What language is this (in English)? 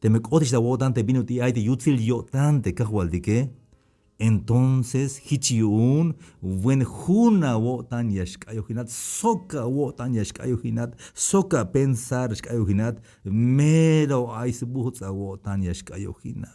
Tzeltal